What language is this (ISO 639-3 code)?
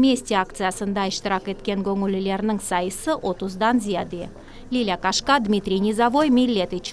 crh